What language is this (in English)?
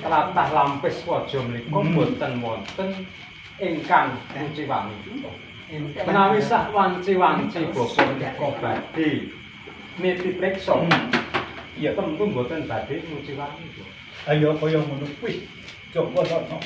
Javanese